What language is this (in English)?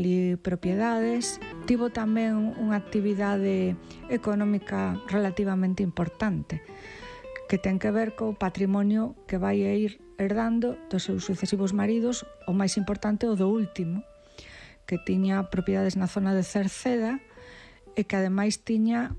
Galician